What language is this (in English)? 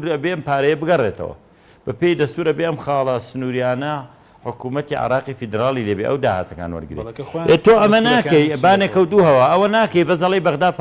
Central Kurdish